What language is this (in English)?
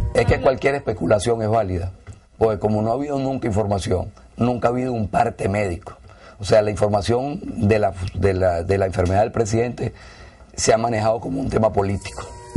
Spanish